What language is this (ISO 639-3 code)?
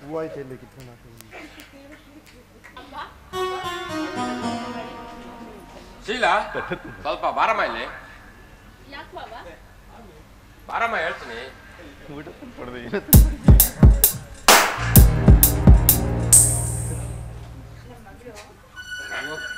kan